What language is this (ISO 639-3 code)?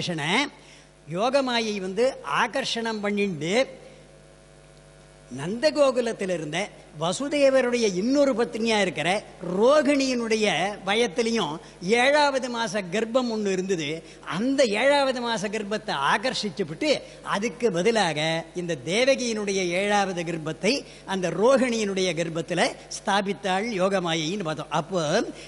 tam